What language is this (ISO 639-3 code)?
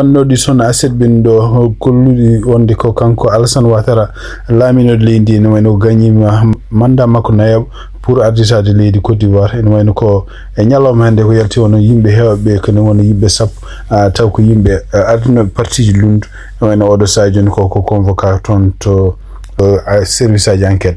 ful